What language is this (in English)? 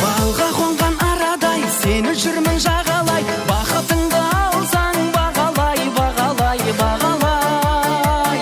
Kara-Kalpak